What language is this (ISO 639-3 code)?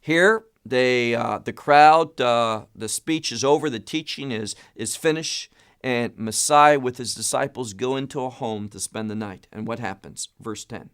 eng